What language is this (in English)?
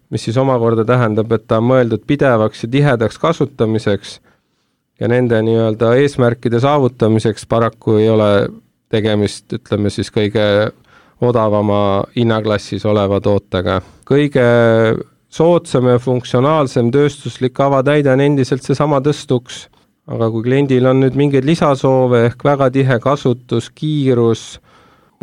Estonian